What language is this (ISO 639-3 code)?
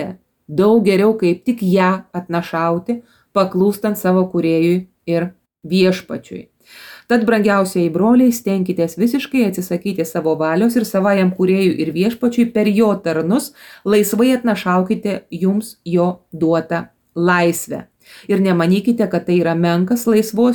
lit